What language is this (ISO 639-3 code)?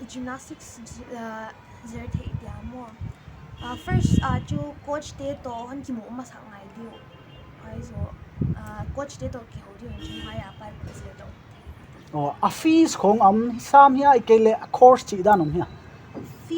pck